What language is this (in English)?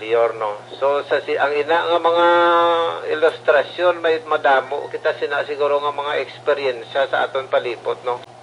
Hiligaynon